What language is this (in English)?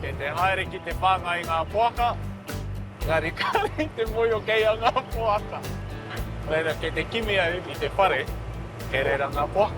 Māori